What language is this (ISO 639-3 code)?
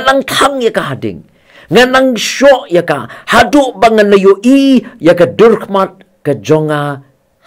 kha